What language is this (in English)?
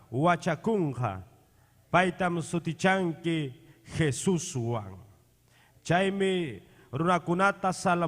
Ayacucho Quechua